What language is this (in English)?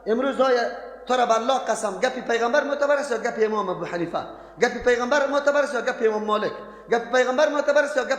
Persian